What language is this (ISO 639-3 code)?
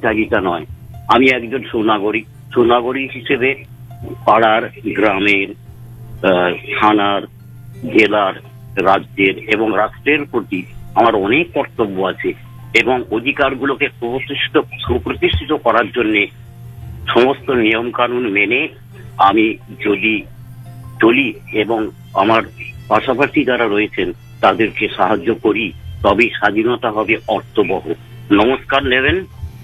ben